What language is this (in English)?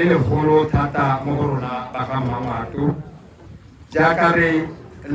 Tswana